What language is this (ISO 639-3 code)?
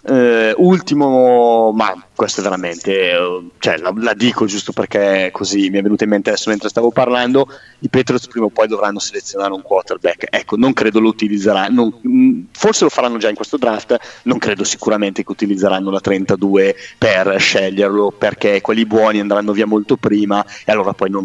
ita